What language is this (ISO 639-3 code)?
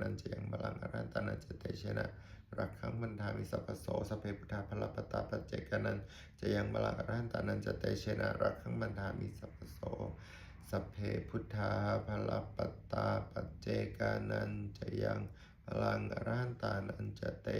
pli